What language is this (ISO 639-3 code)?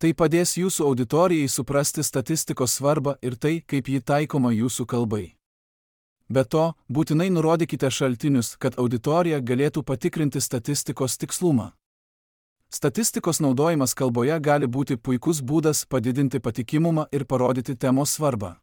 lit